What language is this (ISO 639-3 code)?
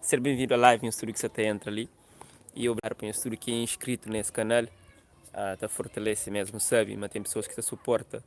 kea